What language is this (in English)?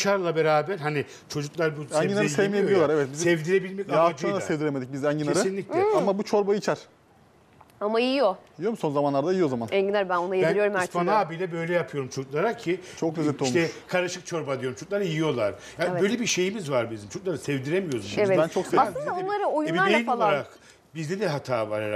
Turkish